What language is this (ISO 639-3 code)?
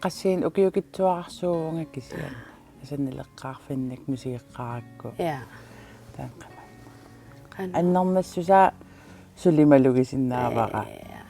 kal